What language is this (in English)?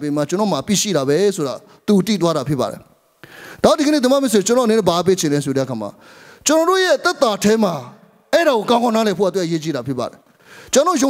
Burmese